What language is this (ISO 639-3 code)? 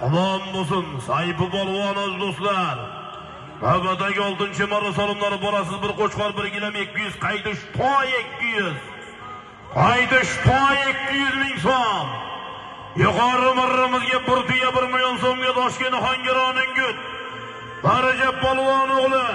uzb